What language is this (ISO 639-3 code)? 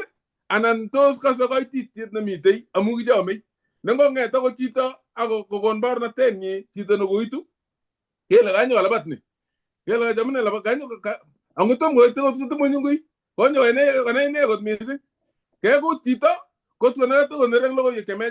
kln